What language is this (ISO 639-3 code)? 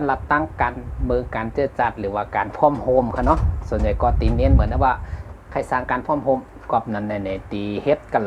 shn